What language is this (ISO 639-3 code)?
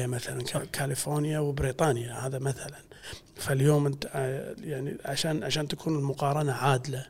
afb